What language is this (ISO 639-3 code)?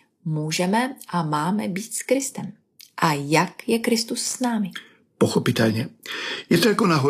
ces